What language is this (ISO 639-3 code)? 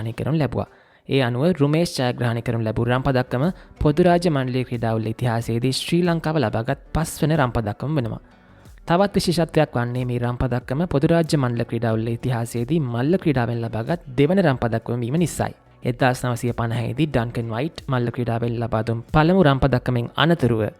sin